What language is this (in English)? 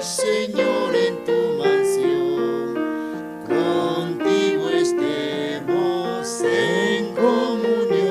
Aymara